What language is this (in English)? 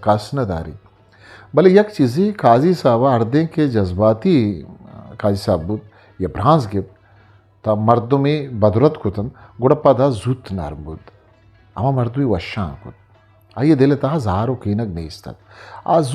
Eastern Balochi